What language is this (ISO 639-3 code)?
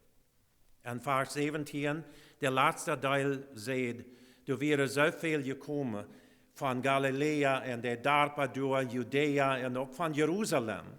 pdt